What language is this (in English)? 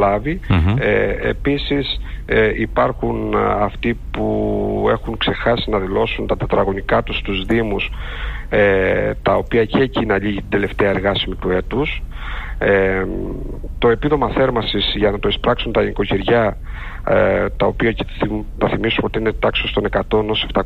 Greek